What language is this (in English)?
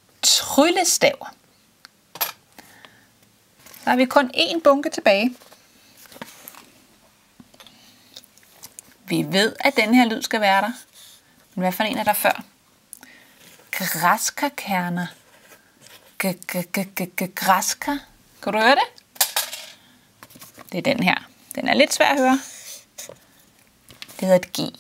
Danish